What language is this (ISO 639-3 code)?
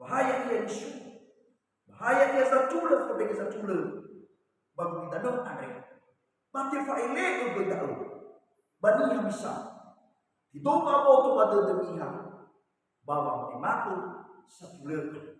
nia